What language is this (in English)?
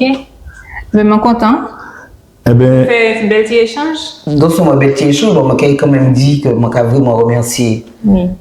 Guadeloupean Creole French